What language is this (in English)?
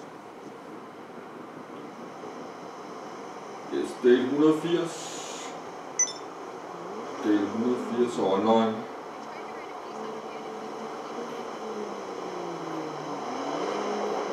Danish